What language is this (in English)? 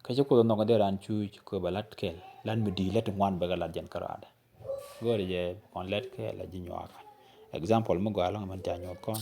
Nuer